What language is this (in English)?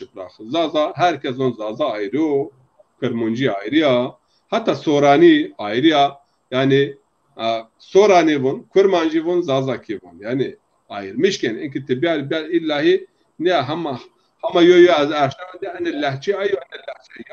Zaza